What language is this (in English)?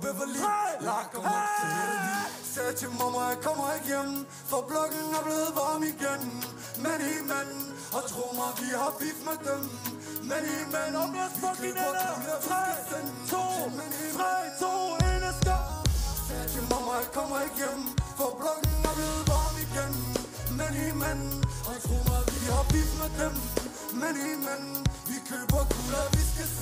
Danish